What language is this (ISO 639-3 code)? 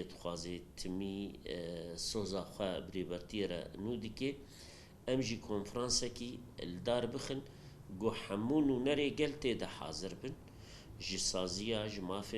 kur